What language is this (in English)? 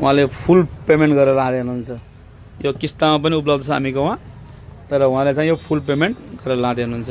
Nepali